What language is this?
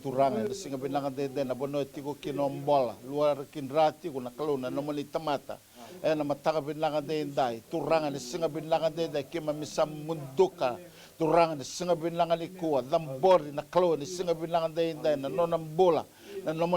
Fijian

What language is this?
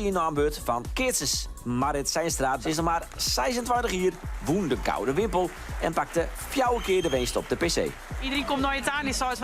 Western Frisian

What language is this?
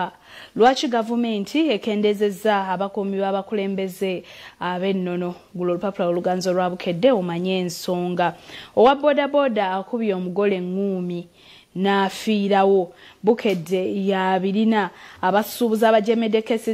Ganda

